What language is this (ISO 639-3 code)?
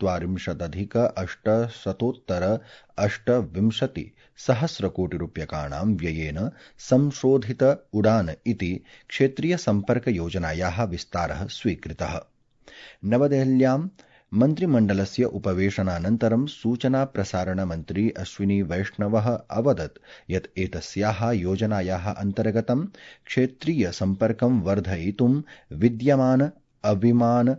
san